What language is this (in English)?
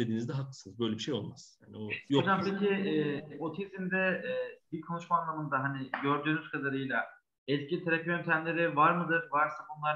Turkish